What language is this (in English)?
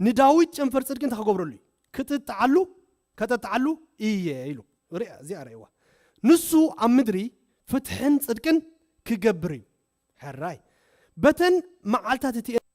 Tigrinya